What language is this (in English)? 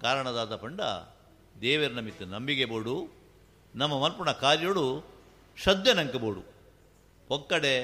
Tulu